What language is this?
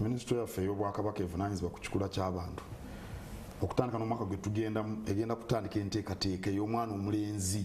Ganda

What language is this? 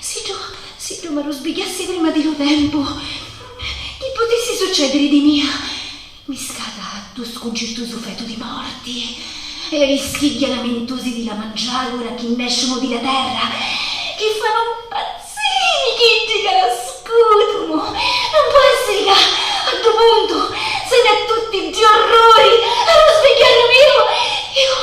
Sicilian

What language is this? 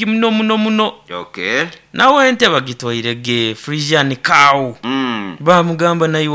Nyoro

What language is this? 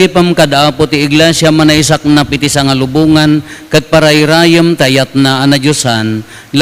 Iloko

